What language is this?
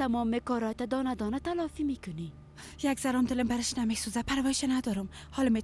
Persian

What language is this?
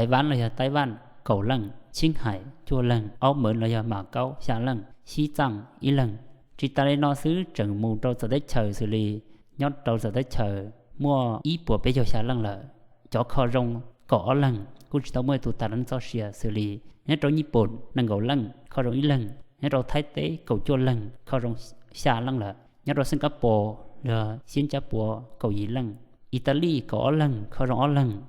Hmong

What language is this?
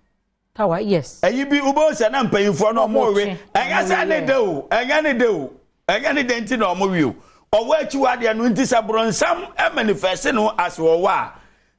Akan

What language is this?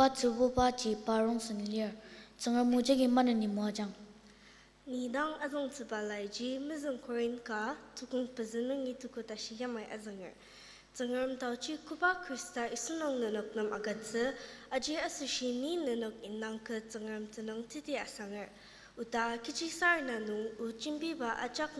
Ao Naga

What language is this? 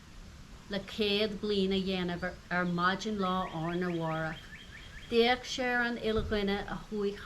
Irish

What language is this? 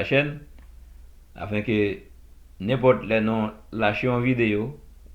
Haitian Creole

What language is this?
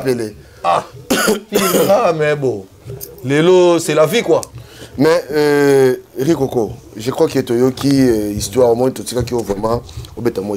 Lingala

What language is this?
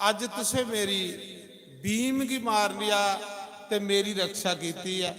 Dogri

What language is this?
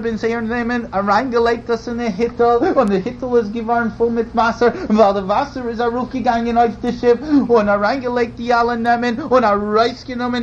Yiddish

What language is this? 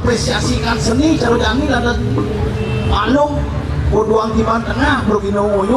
Balinese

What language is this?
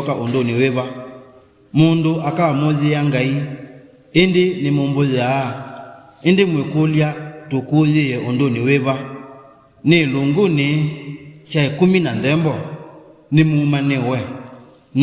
Kamba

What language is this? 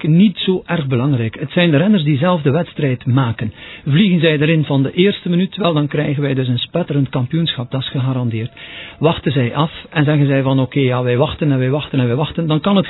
Dutch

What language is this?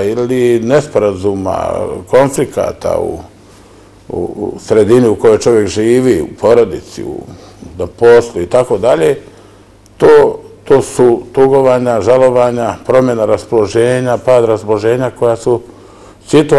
Bosnian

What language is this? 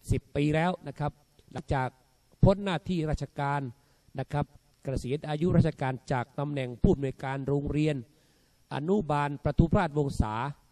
Thai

